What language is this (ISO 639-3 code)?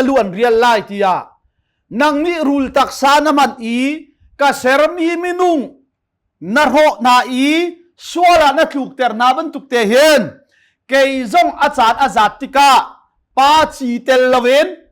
cnh